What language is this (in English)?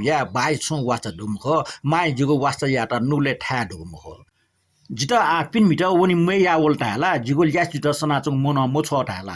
Newari